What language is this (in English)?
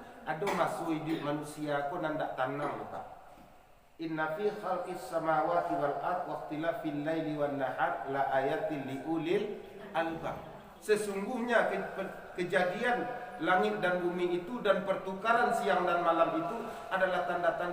Minangkabau